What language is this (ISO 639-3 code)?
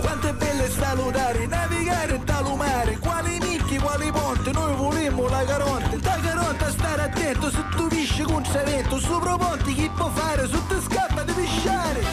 scn